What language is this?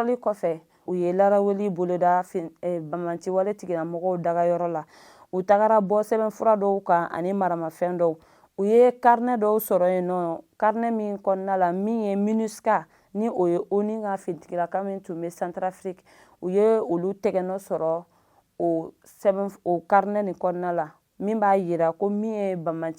Bambara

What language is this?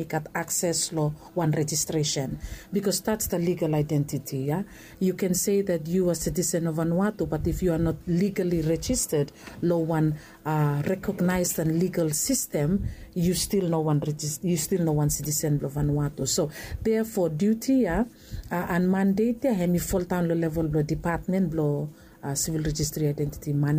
Bislama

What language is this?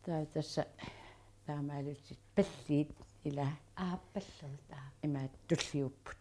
Kalaallisut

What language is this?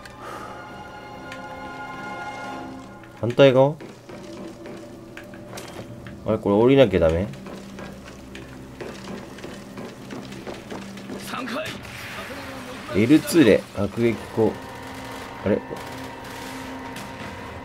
Japanese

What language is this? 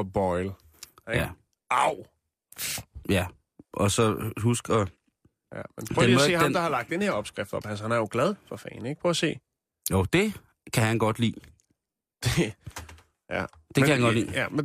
Danish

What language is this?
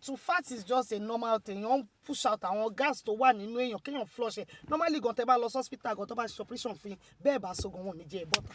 Yoruba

